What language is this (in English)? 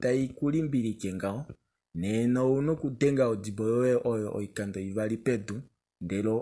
Kuanyama